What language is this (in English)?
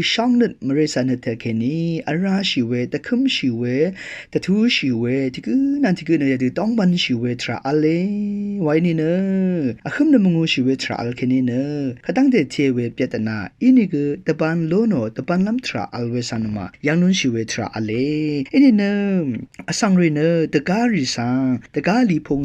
Rawang